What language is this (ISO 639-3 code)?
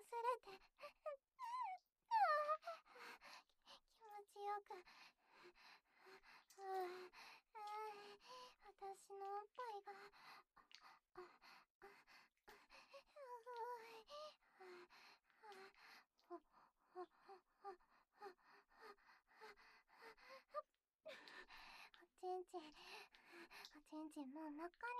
jpn